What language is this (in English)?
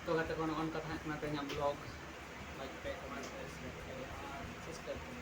Santali